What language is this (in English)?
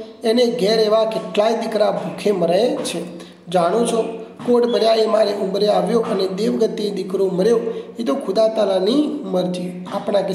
Gujarati